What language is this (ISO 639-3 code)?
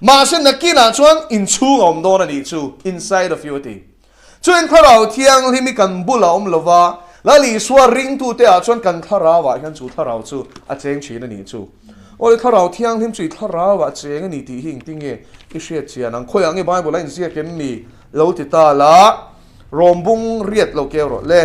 lus